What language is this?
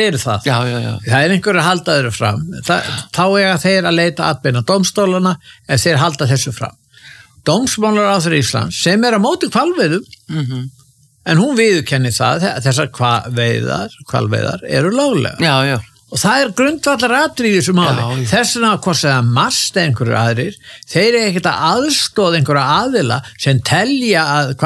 Icelandic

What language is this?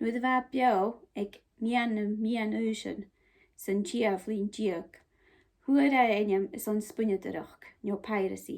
Scottish Gaelic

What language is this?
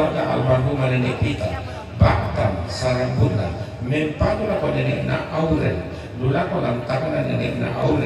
Toraja-Sa'dan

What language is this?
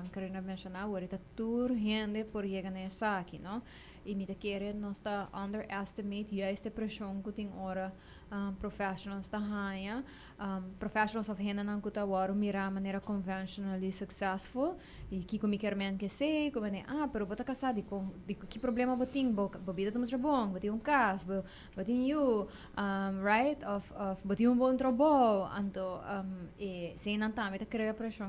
Papiamento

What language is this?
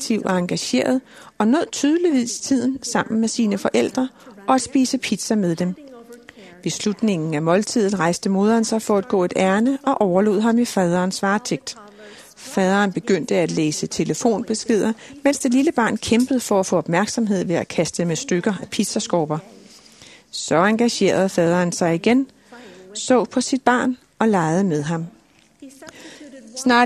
Danish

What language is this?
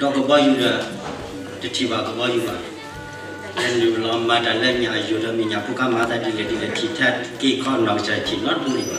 S'gaw Karen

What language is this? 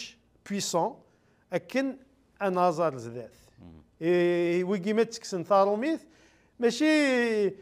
Kabyle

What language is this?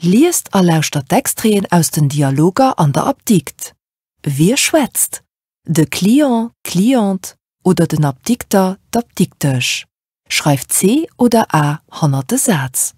Luxembourgish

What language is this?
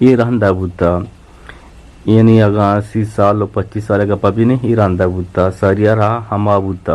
Eastern Balochi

